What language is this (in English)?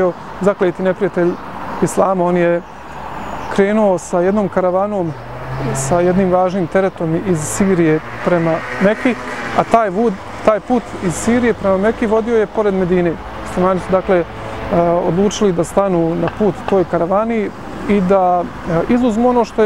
Bosnian